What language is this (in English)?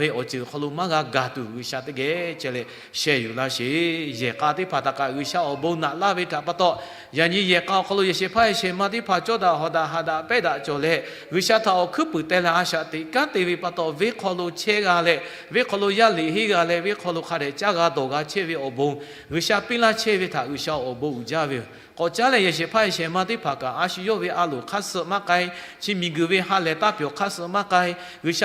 Lahu